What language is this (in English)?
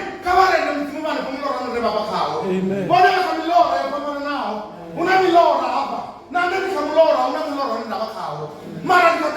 Venda